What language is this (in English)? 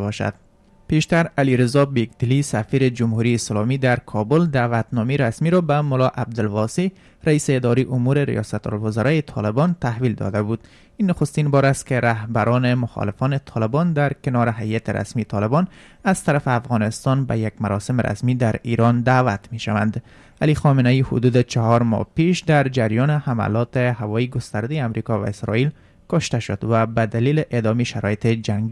Persian